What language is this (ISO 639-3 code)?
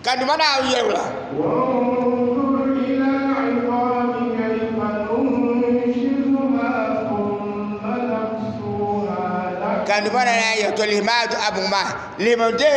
dag